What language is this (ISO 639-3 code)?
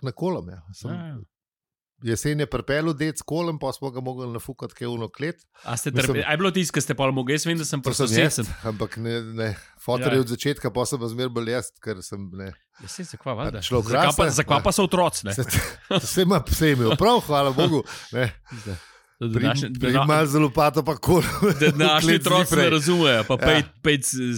slv